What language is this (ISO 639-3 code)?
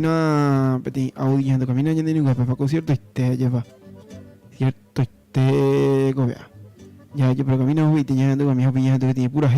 grn